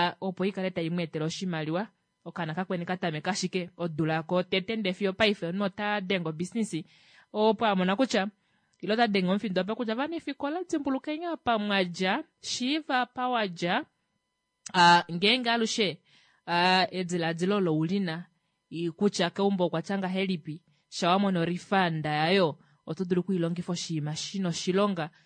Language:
Kuanyama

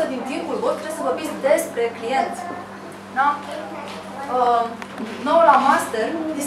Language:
Romanian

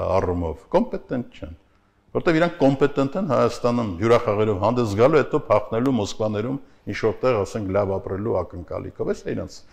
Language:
Armenian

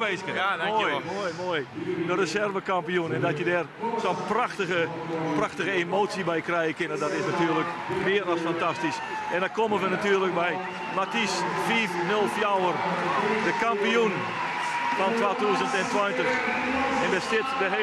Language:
Western Frisian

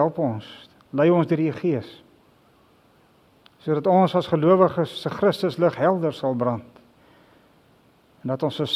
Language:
Afrikaans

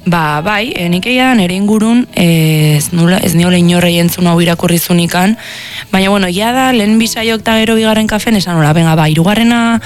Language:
Basque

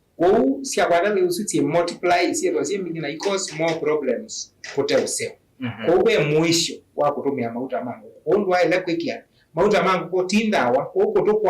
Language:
Kamba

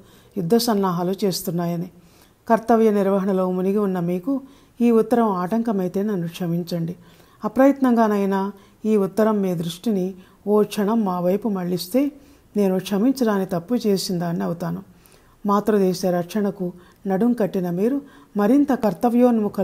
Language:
Telugu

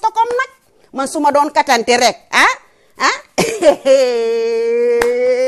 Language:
Wolof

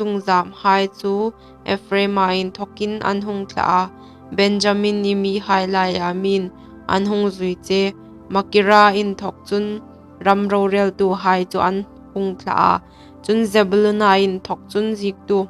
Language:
Hmar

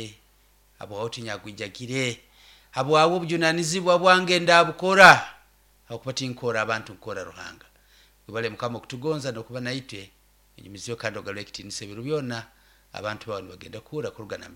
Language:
Nyoro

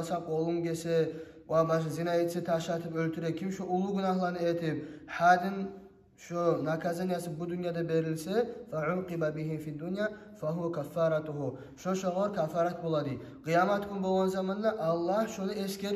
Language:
Kumyk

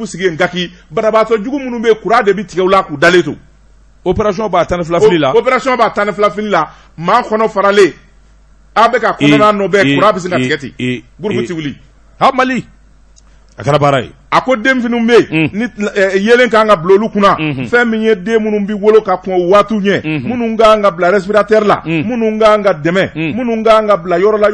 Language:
Bambara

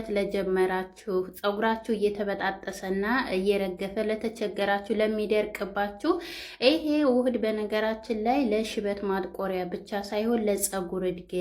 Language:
Amharic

